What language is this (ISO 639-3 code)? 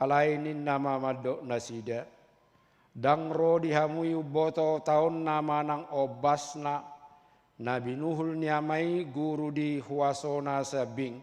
bbc